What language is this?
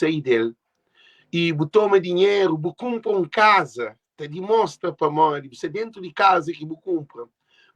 Kabuverdianu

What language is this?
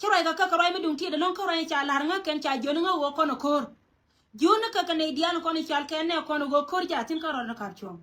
Nuer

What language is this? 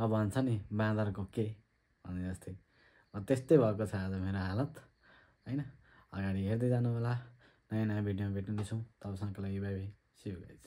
Nepali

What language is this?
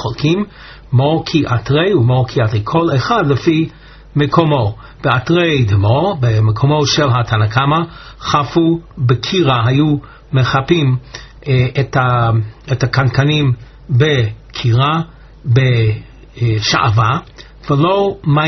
Hebrew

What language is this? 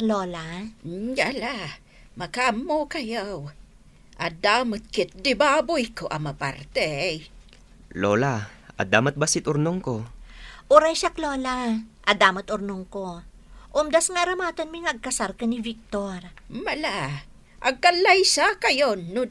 Iloko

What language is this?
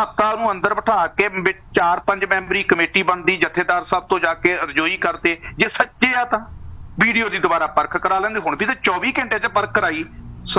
Punjabi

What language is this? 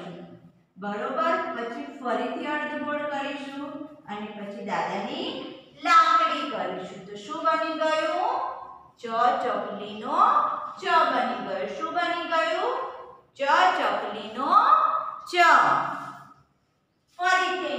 Gujarati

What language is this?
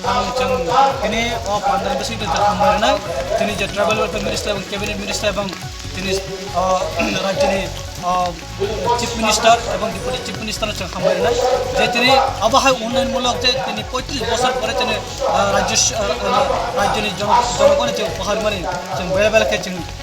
Kok Borok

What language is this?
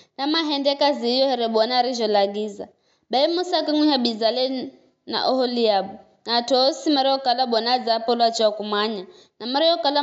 Giryama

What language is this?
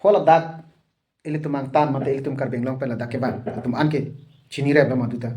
Karbi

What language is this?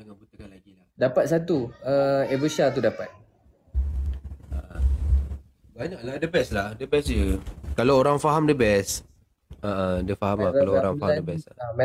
Malay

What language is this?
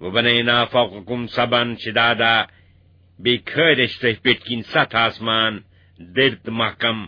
Kashmiri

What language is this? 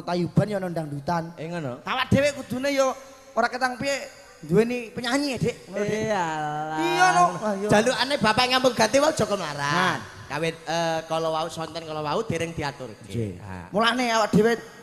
Javanese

